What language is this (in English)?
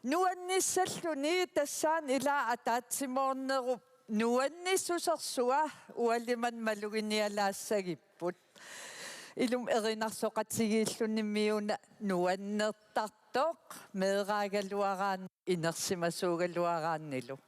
Kalaallisut